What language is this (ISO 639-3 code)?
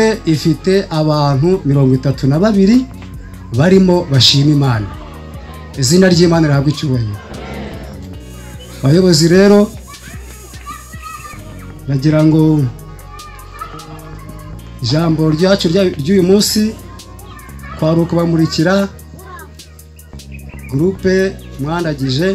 kin